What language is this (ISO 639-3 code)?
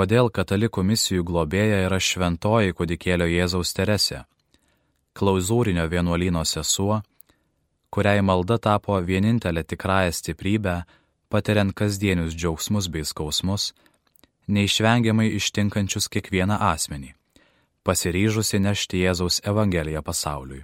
lit